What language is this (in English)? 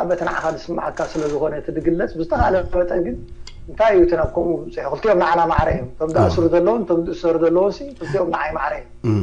Tigrinya